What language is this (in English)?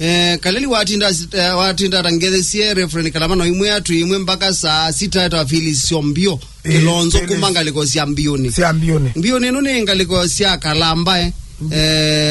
Kamba